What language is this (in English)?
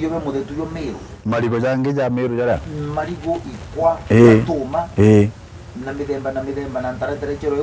Meru